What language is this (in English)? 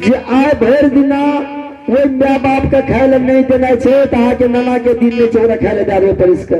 Maithili